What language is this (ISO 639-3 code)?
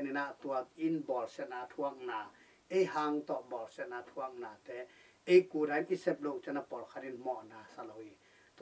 ctd